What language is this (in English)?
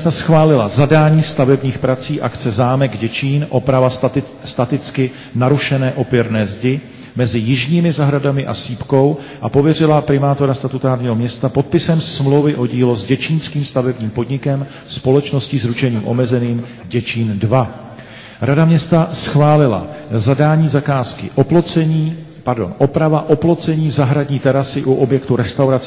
Czech